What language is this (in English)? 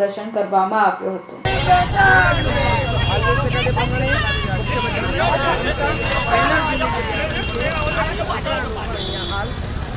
Gujarati